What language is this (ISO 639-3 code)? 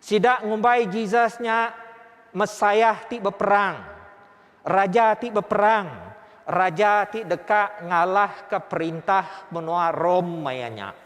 iba